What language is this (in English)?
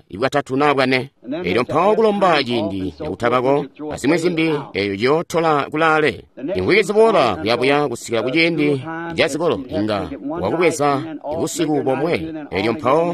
Tonga (Zambia)